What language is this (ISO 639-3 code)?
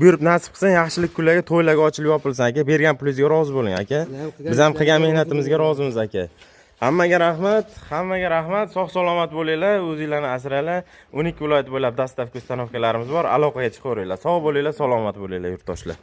uzb